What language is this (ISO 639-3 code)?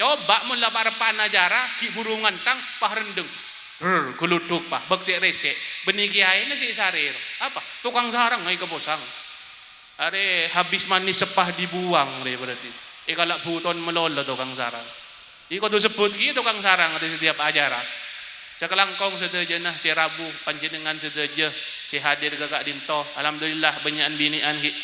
mad